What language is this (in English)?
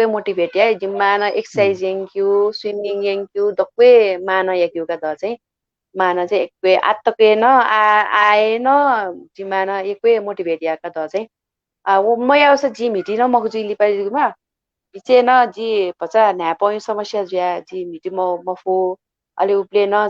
Newari